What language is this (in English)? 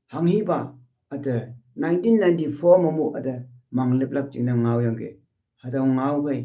Konyak Naga